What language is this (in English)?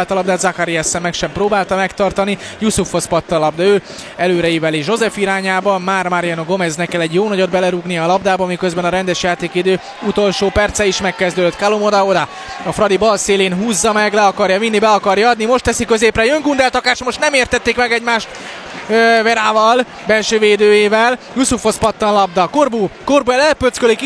Hungarian